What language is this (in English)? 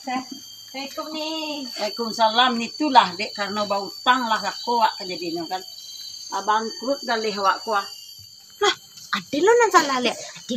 Minangkabau